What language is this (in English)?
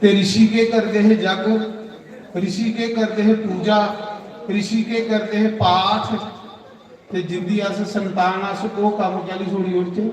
Dogri